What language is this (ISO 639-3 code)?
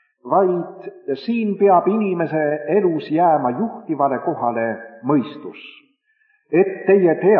est